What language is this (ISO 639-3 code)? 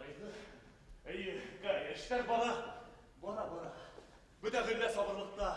bak